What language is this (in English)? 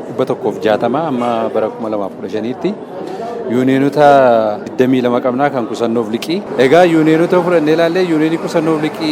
Oromo